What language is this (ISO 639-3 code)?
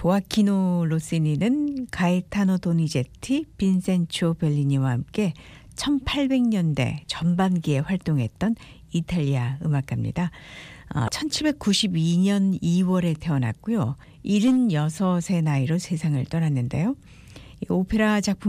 kor